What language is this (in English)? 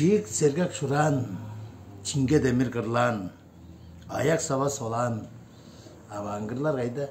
Tuvinian